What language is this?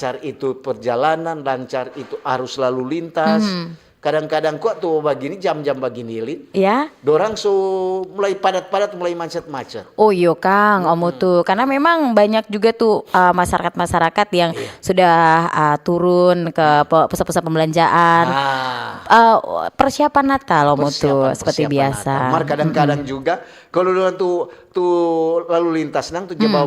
Manado Malay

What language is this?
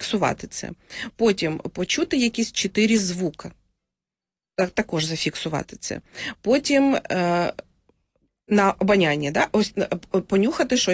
Ukrainian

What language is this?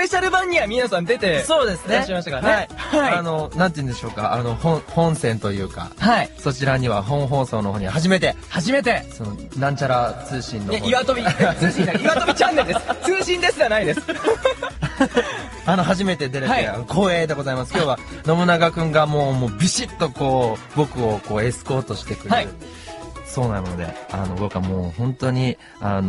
Japanese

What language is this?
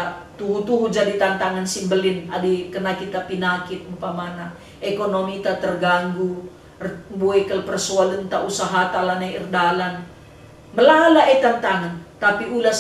Batak Karo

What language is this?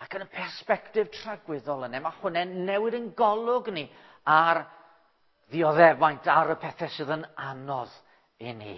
Welsh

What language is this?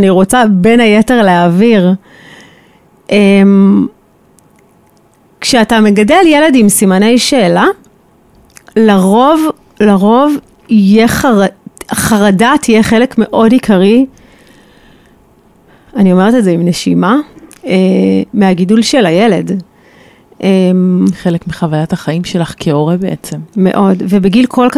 Hebrew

